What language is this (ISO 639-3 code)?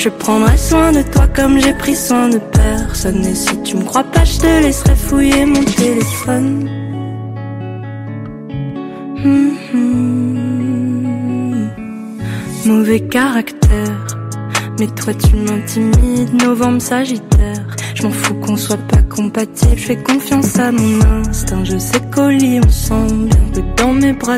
fra